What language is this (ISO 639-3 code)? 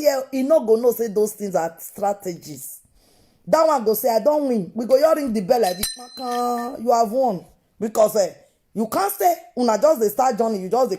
pcm